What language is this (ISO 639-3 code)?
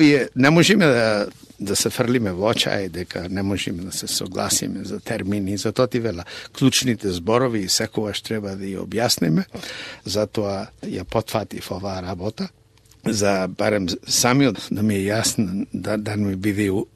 mkd